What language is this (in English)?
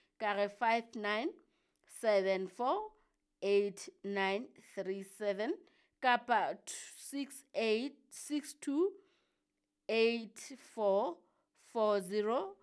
Southern Sotho